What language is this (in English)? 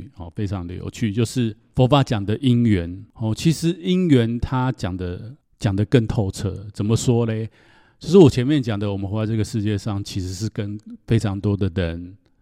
Chinese